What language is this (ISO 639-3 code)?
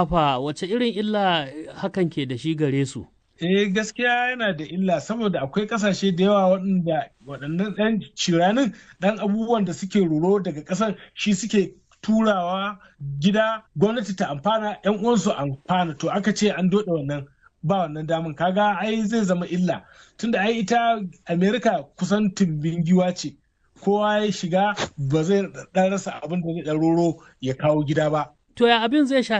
hau